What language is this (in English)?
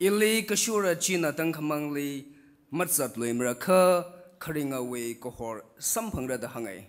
Tangkhul Naga (India)